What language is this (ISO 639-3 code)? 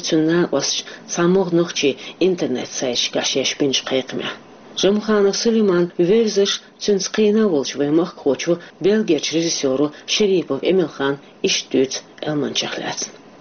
che